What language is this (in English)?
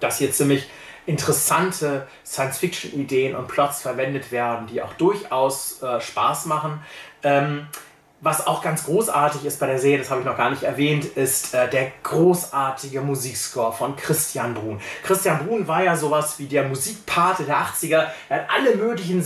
German